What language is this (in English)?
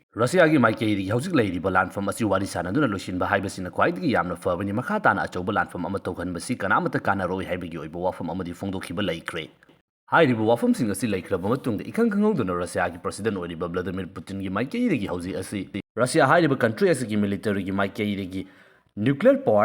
Manipuri